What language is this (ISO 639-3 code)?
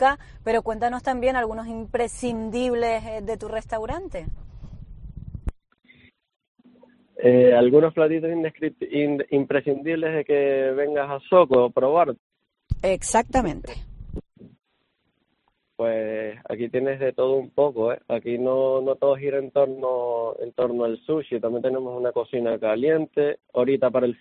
spa